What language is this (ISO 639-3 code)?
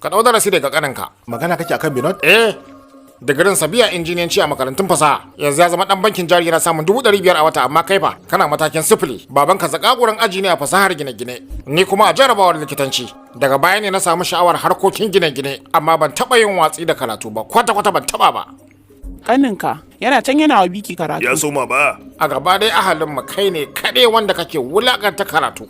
hau